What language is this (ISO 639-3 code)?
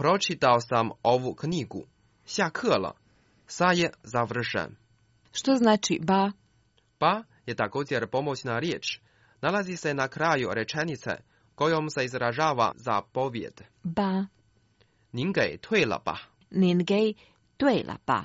hrv